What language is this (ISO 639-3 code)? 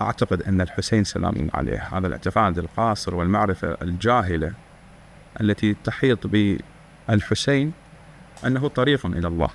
acm